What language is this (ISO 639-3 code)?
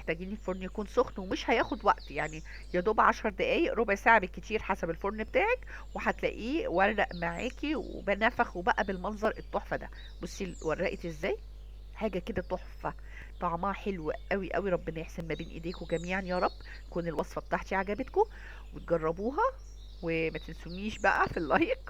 arz